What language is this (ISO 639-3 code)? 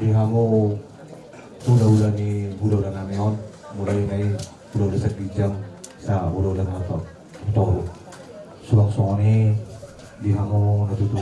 bbc